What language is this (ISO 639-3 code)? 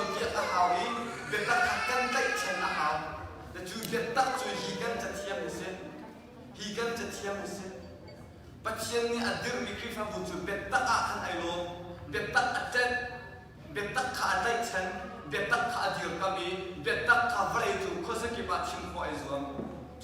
cnh